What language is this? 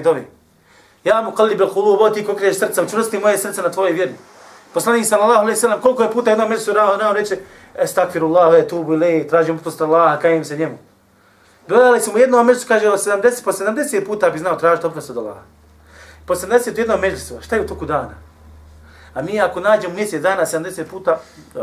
Bosnian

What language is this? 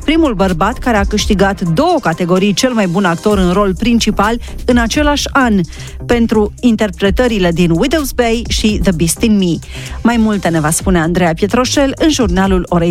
Romanian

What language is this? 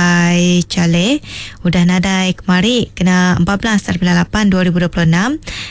Iban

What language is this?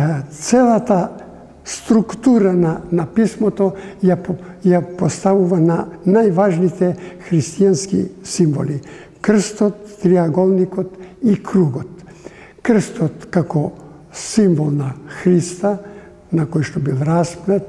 Macedonian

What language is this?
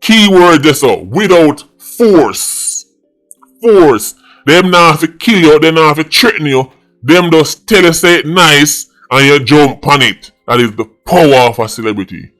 Jamaican Creole English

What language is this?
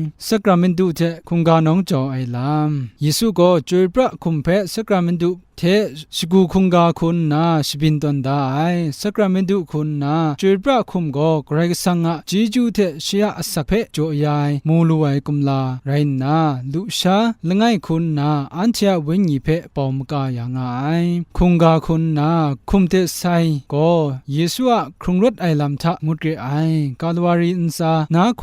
Kachin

